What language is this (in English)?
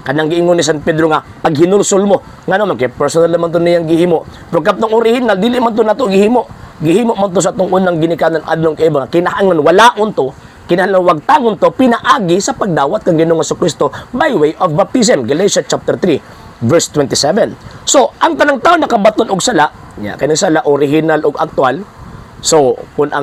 Cebuano